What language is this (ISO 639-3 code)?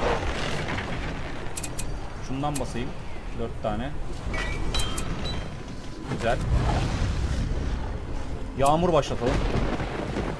tur